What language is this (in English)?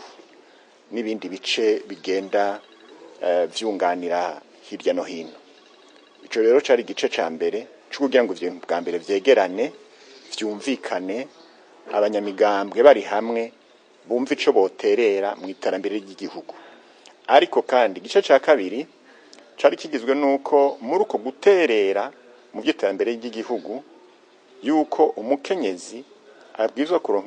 Rundi